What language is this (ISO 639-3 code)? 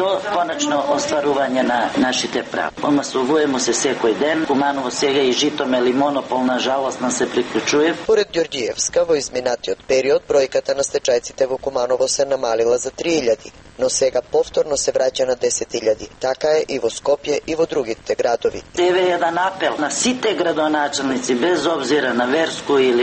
mkd